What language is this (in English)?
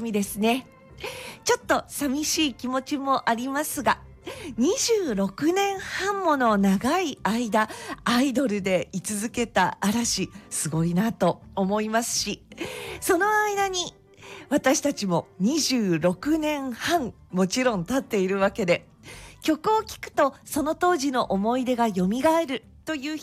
Japanese